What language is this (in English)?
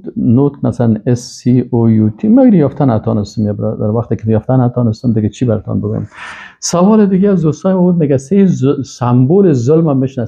Persian